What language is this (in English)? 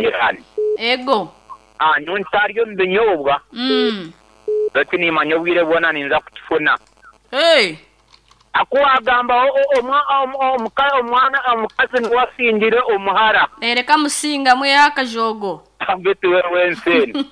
Nyoro